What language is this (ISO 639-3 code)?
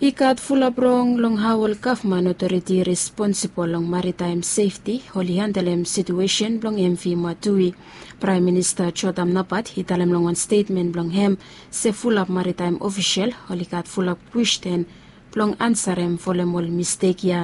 bis